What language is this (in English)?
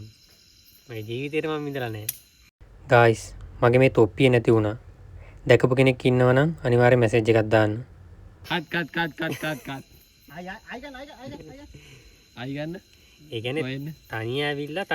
Sinhala